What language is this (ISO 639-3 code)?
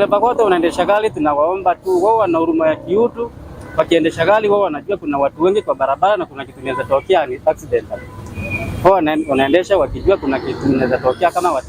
mer